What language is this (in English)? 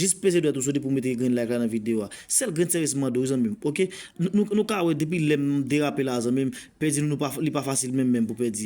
Haitian Creole